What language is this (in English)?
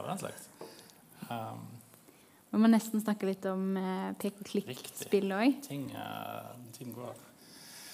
Norwegian